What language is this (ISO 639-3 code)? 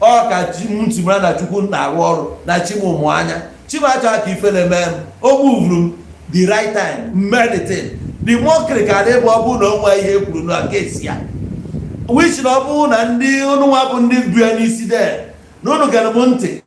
ibo